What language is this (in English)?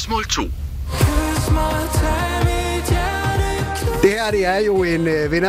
Danish